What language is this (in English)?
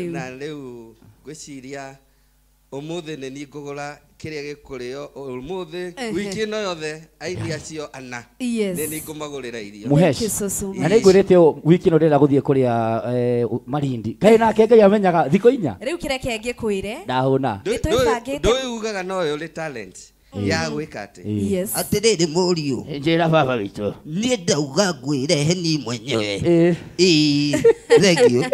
Kikuyu